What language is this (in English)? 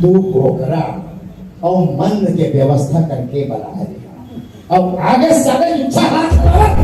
Chhattisgarhi